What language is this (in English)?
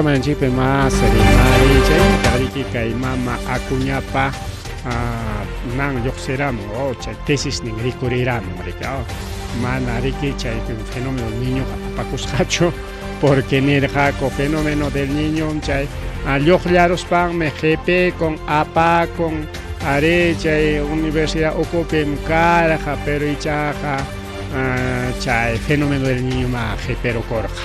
Ayacucho Quechua